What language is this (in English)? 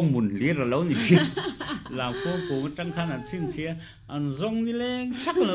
Mizo